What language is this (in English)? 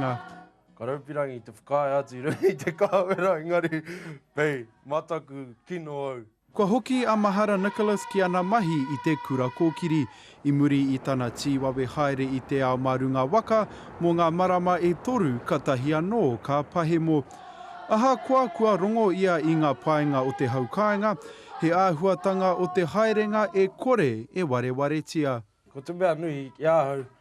Māori